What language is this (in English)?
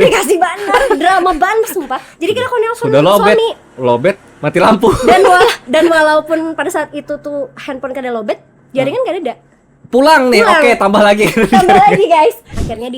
Banjar